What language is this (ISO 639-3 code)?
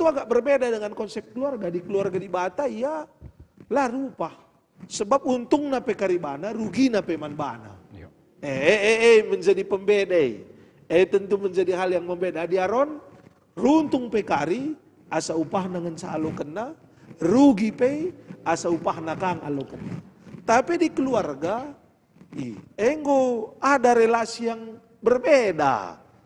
btx